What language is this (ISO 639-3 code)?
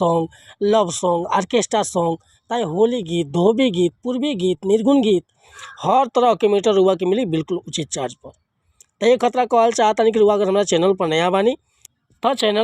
bho